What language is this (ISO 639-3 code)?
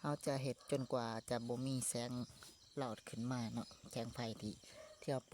lao